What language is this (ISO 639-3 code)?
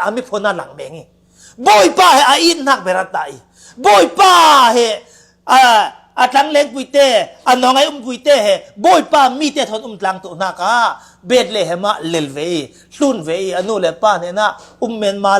cfm